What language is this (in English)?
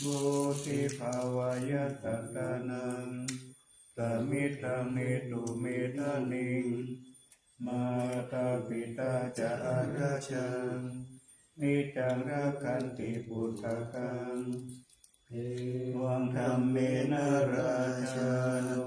Pali